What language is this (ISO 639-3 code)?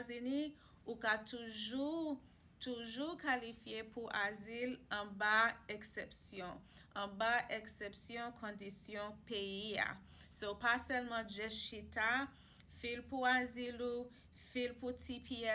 hat